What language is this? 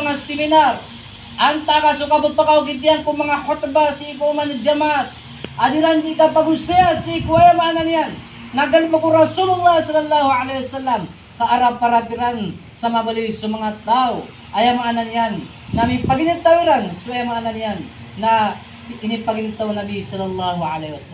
Maranao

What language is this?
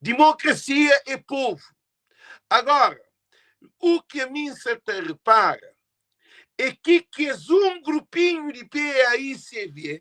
Kabuverdianu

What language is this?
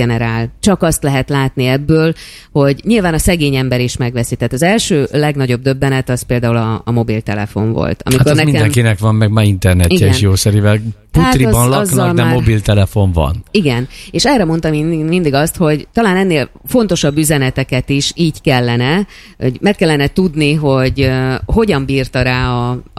Hungarian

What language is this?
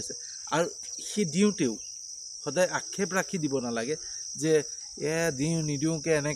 Assamese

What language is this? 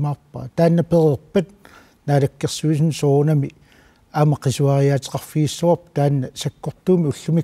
Kalaallisut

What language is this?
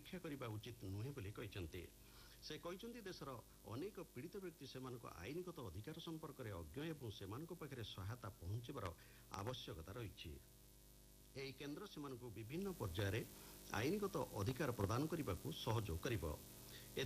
Odia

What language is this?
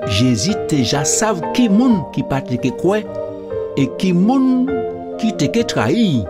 Guadeloupean Creole French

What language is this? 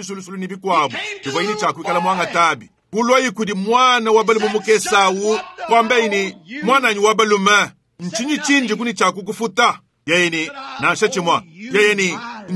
Luba-Lulua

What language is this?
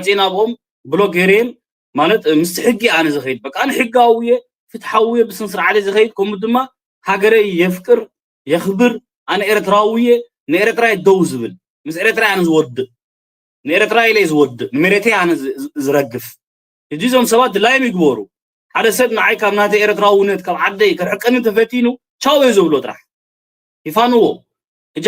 Tigrinya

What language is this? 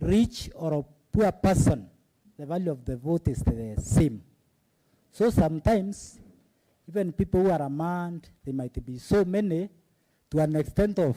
Kamba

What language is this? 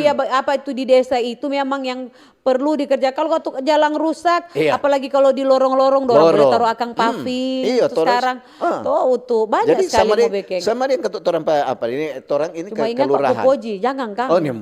Manado Malay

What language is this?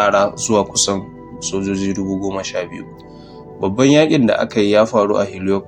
Hausa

